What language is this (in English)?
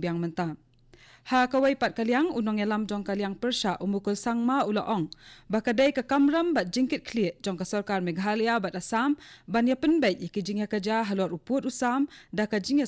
Khasi